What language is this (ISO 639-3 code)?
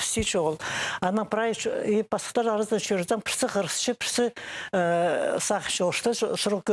kjh